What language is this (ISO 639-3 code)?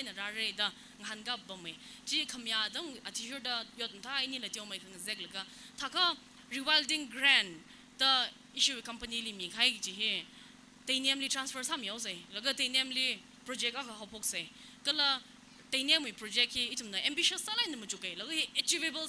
nmf